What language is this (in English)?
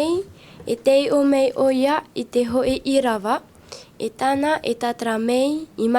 Tahitian